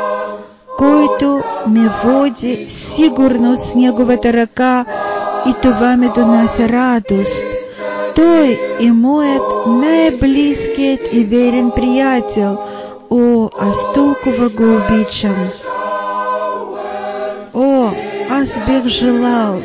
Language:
Bulgarian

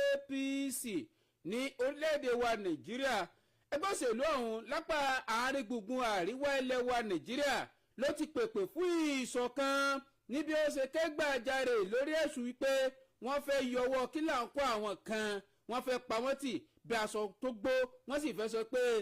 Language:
Yoruba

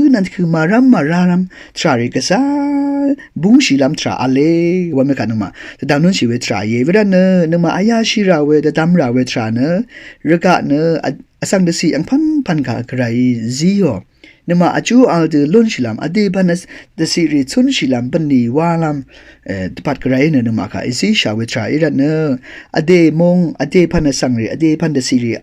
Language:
Rawang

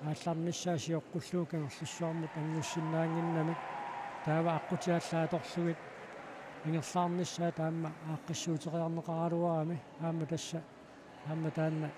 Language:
Kalaallisut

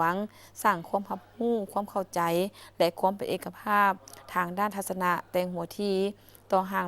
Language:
Lao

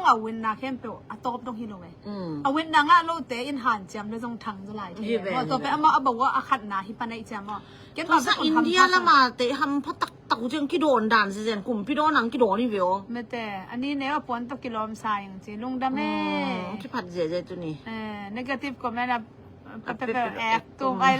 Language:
Tedim Chin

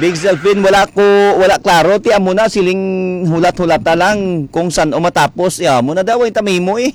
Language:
Hiligaynon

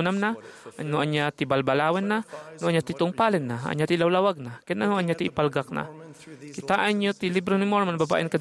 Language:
Iloko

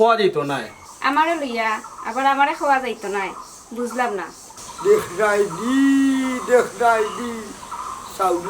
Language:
Sylheti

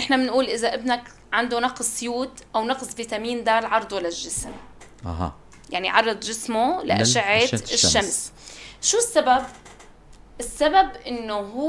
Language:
North Levantine Arabic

